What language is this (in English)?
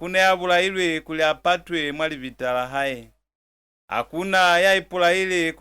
Lozi